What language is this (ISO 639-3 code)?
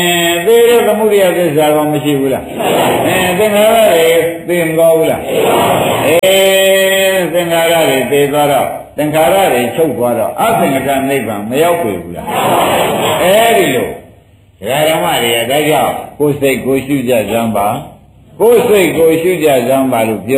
mya